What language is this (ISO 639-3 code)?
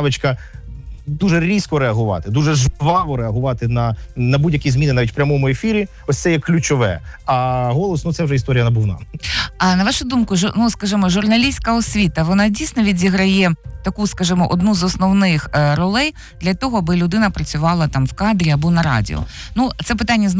ukr